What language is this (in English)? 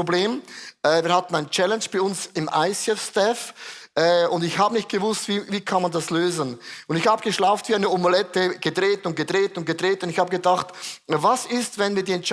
Swiss German